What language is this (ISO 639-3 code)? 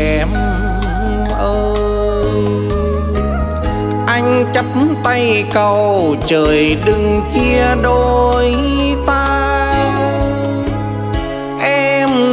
vie